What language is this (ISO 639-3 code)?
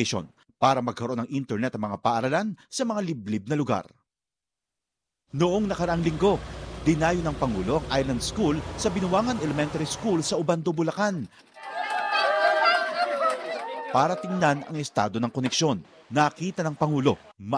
fil